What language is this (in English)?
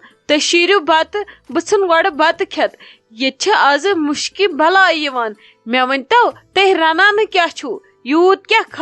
Kashmiri